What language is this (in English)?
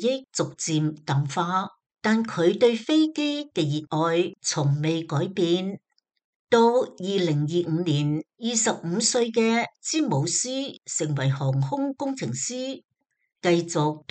Cantonese